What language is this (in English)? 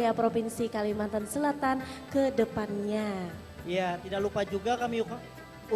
Banjar